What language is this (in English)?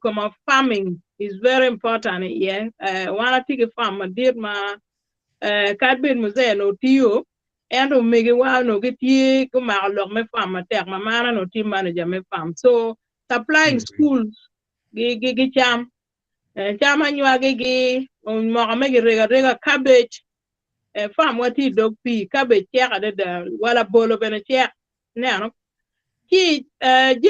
Acoli